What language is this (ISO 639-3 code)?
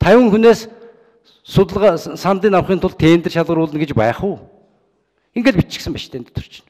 mon